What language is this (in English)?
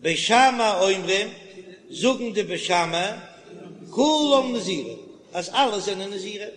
Yiddish